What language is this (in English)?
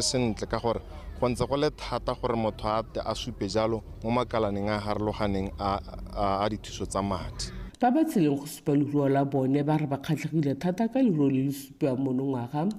Tswana